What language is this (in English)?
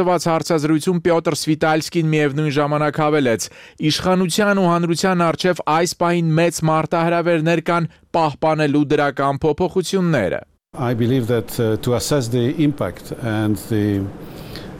Armenian